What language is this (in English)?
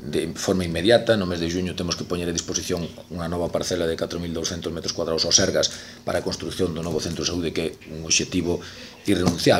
Galician